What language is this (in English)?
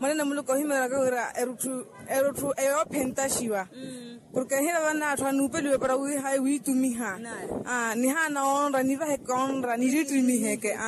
Makhuwa